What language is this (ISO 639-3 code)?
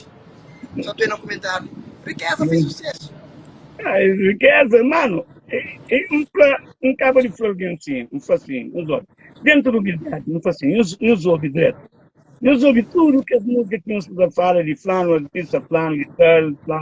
kea